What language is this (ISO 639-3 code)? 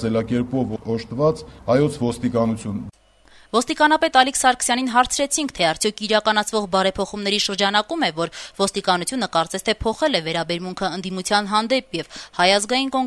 hye